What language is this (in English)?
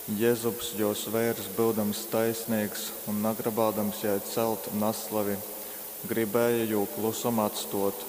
Latgalian